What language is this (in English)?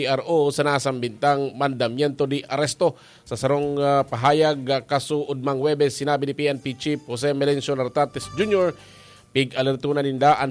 Bikol